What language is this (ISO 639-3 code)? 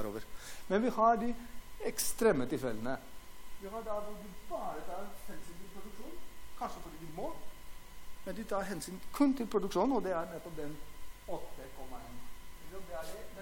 nor